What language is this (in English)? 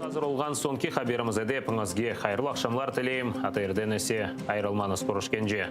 Crimean Tatar